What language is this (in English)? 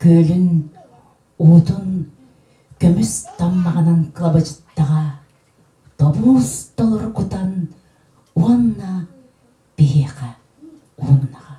Yakut